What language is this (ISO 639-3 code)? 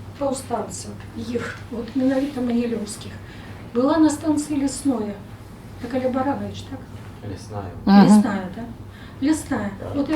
bel